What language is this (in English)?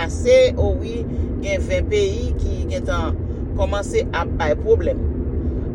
Haitian Creole